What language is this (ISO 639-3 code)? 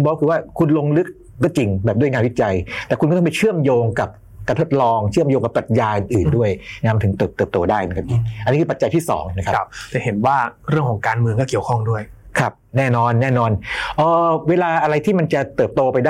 tha